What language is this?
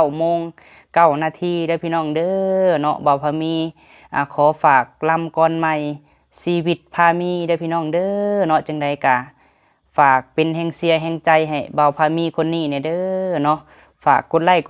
Lao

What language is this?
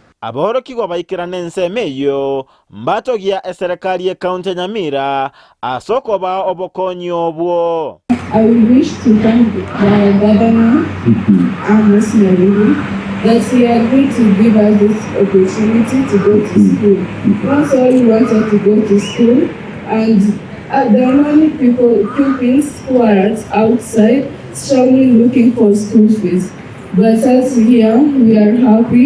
Gusii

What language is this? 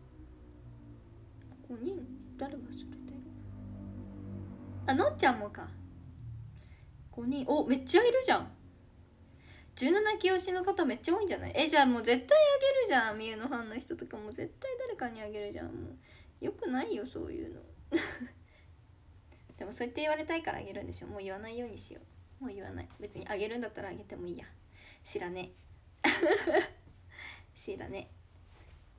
Japanese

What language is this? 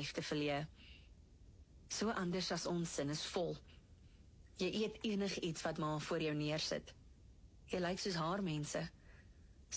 Afrikaans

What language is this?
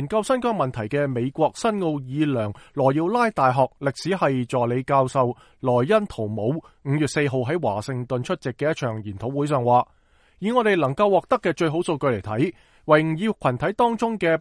Cantonese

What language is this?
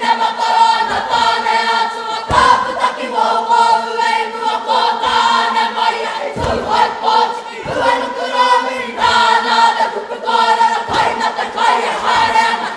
Māori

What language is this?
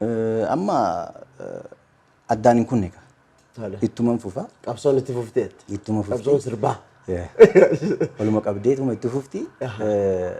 Oromo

